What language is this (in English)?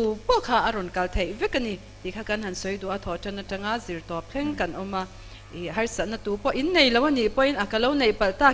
Mizo